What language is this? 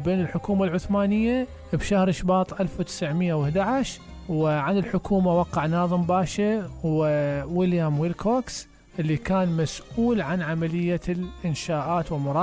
Mesopotamian Arabic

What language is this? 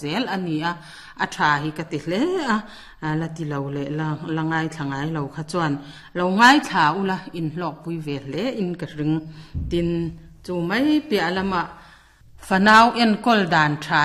Mizo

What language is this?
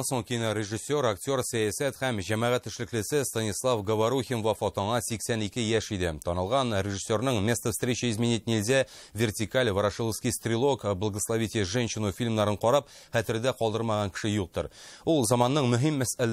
Tatar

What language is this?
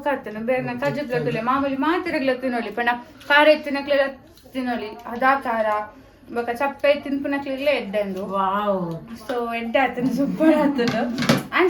Tulu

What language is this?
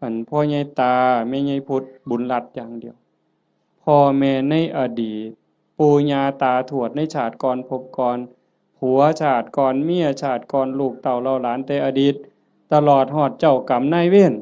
Northeastern Thai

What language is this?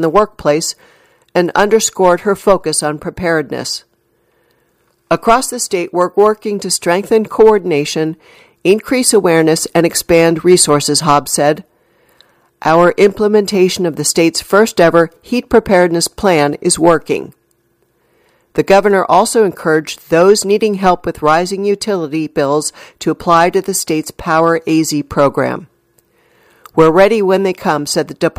English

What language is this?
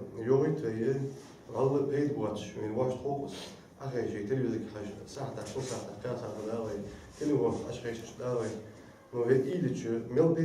Ingush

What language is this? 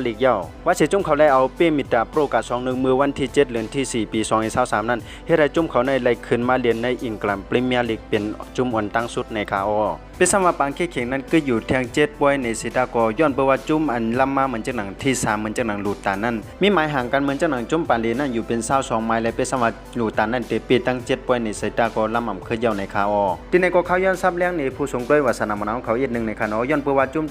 Shan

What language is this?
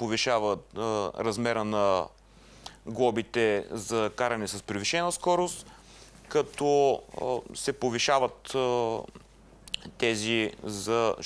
Bulgarian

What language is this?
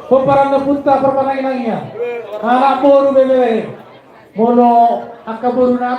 Batak Toba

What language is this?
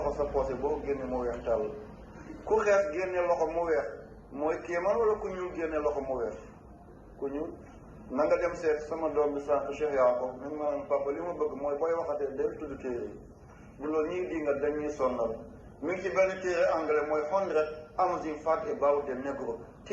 Wolof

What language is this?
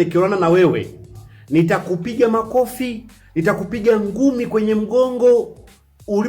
Swahili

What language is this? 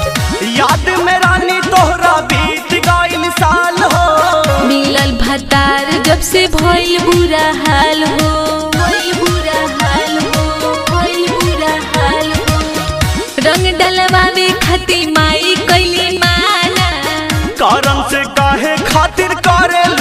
Bhojpuri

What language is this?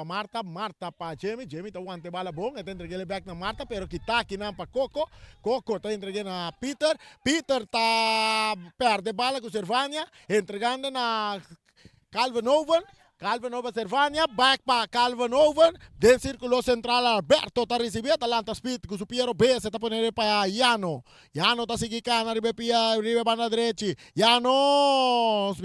Papiamento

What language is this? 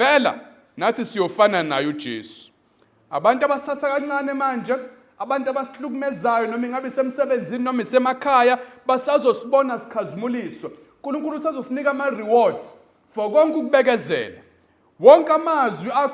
Zulu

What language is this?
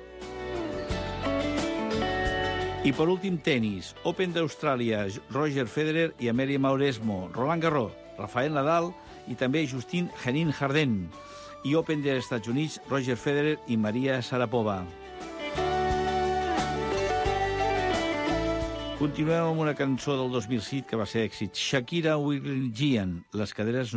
Catalan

